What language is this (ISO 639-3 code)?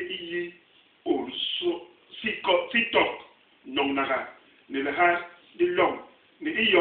bas